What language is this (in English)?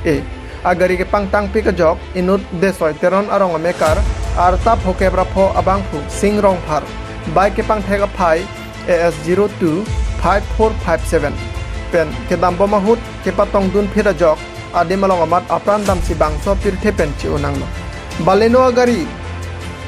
Karbi